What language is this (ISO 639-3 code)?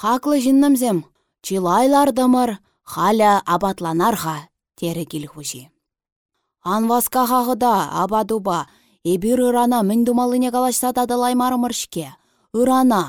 chv